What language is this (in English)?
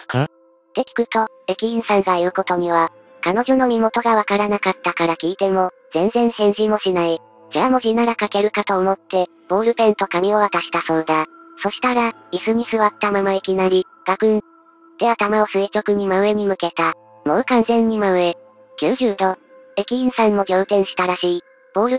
Japanese